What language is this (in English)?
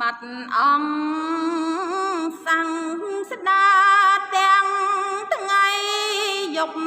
Khmer